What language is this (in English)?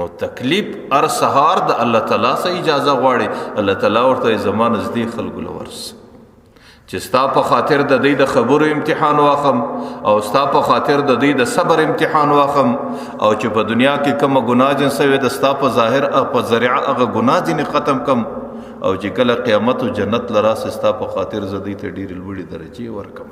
Pashto